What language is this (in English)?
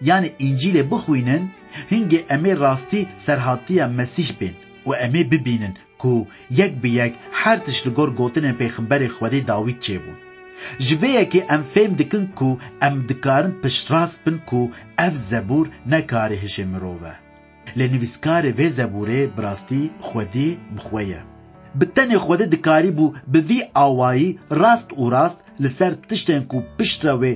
Kurdish